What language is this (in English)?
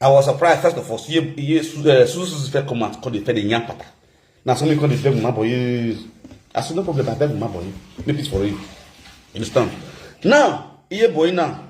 Nigerian Pidgin